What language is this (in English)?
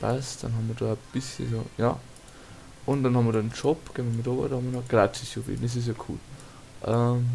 Bavarian